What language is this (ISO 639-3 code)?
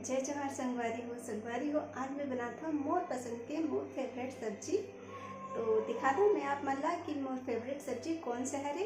hne